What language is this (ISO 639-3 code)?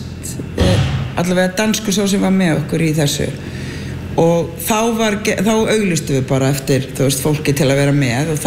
isl